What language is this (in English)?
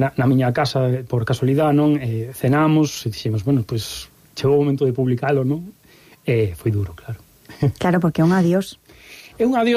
Galician